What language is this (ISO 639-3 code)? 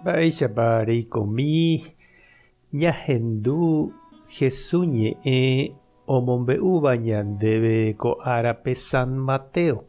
grn